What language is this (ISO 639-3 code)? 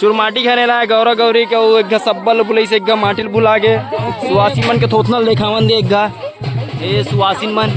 hne